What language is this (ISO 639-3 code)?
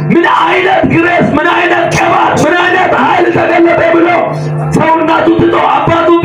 amh